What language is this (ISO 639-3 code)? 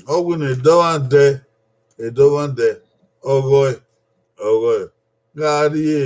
bin